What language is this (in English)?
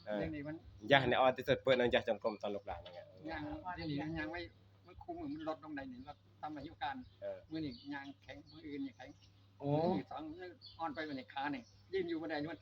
Northeastern Thai